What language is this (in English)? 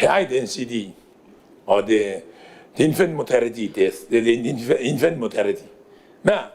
Gilbertese